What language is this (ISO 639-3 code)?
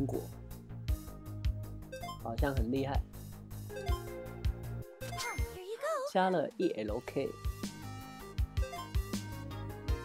zho